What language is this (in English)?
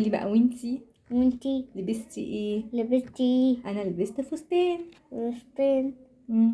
Egyptian Arabic